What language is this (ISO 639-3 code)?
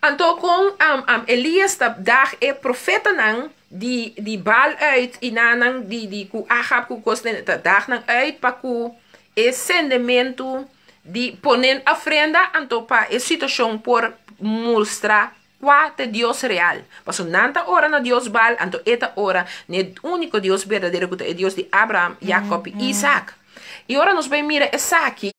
pap